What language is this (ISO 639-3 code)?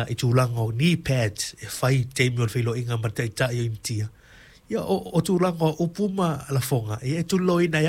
smo